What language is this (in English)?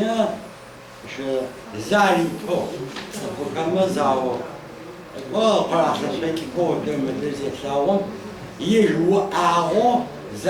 Adyghe